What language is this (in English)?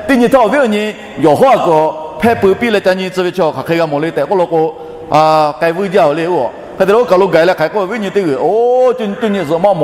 Lahu